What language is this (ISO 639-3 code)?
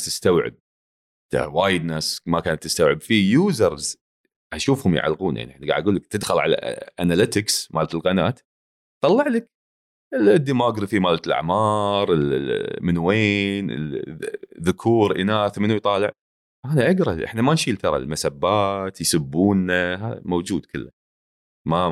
afb